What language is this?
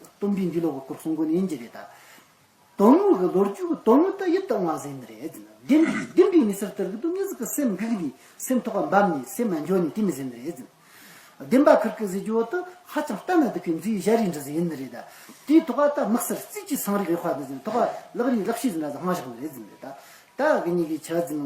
Tibetan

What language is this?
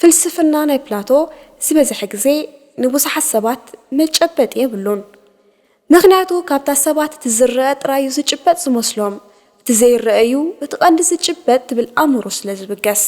Tigrinya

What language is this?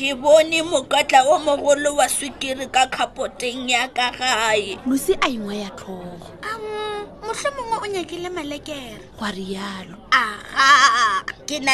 Northern Sotho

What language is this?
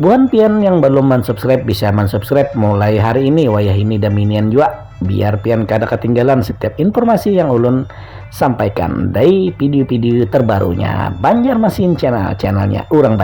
Banjar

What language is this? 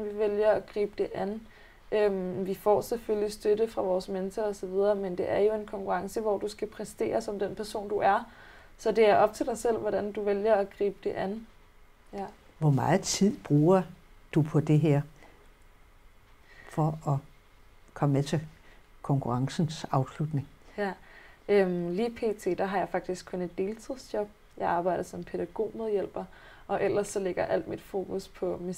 Danish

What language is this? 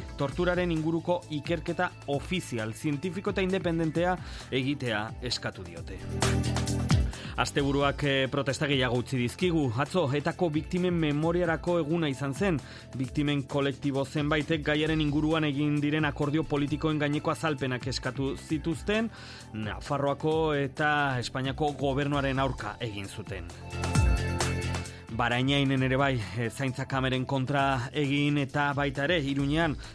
Basque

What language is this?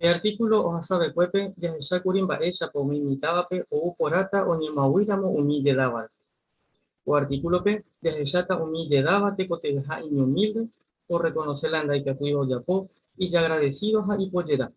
Guarani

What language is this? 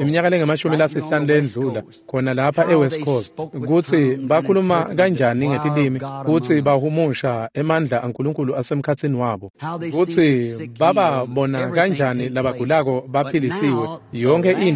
Swati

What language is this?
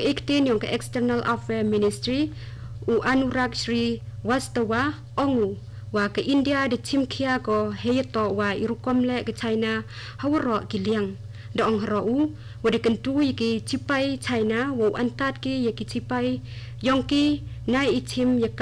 Khasi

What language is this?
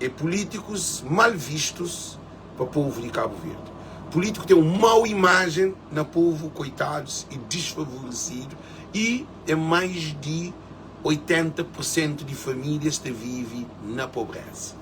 Kabuverdianu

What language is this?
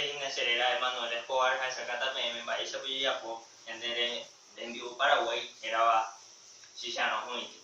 Guarani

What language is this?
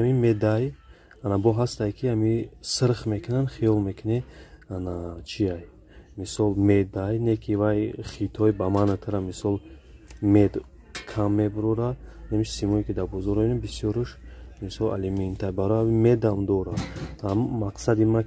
Tajik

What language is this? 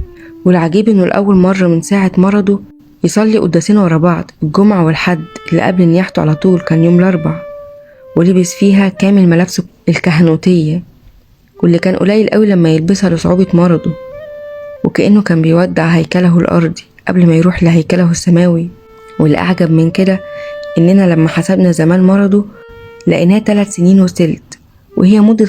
Egyptian Arabic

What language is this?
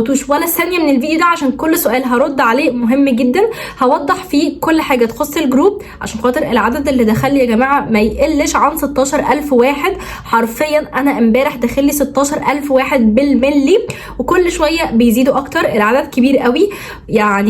Egyptian Arabic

